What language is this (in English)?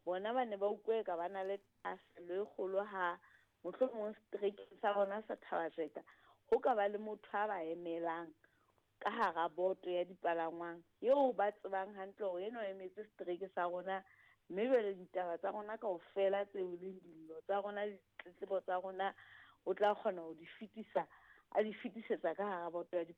Southern Sotho